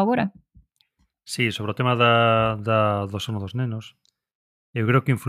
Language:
Galician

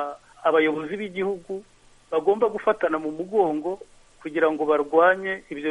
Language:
Kinyarwanda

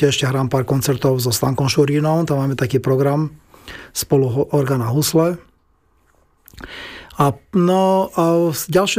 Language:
Slovak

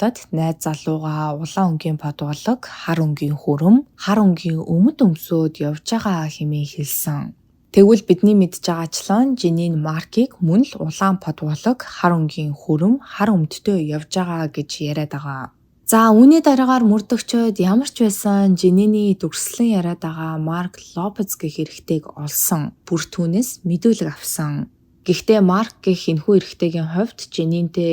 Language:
Mongolian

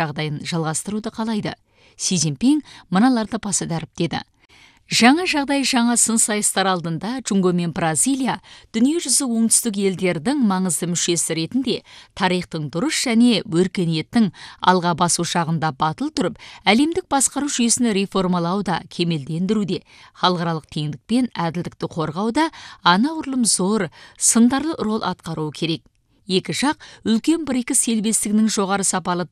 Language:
Kazakh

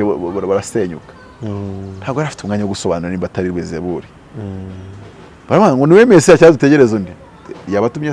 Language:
Kinyarwanda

